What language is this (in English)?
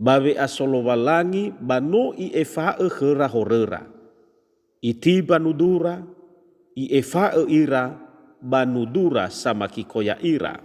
Nias